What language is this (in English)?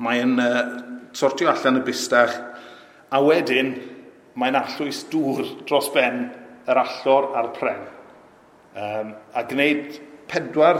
Welsh